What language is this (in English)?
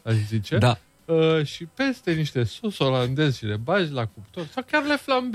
Romanian